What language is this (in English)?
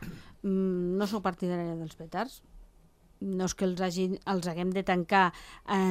Catalan